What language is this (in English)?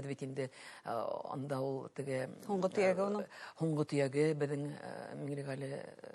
Bashkir